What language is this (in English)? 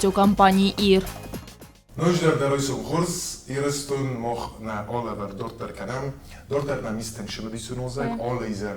Ossetic